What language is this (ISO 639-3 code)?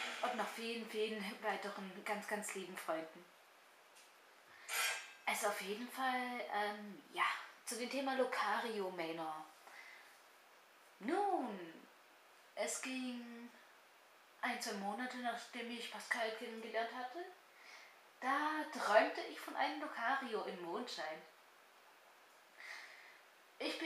deu